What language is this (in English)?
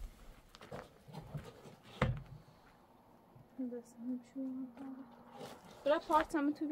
Persian